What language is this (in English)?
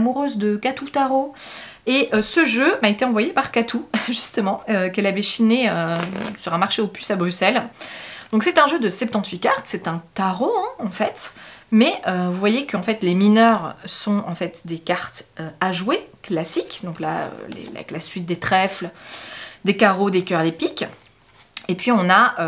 French